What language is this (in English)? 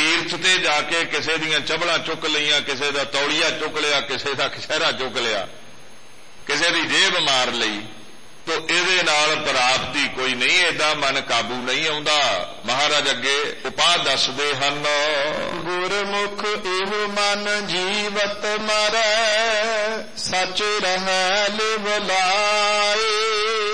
Punjabi